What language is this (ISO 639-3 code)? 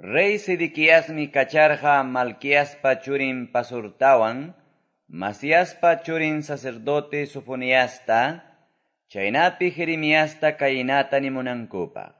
que